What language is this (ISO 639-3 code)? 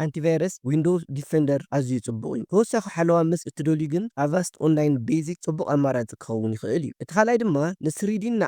tir